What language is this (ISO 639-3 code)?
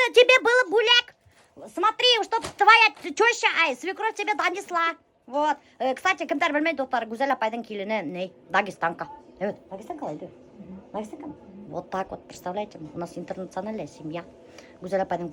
bak